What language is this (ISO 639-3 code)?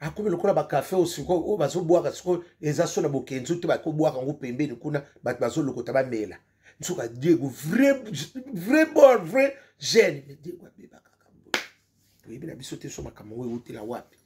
lin